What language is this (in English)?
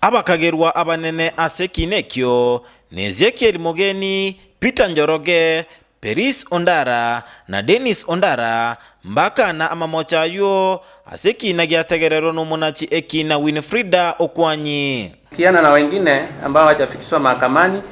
Gusii